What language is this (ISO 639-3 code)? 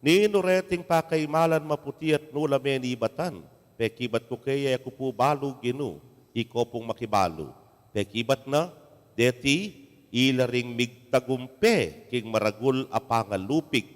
pam